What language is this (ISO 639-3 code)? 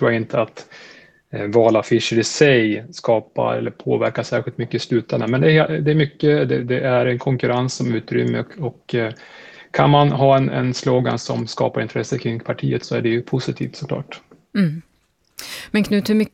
swe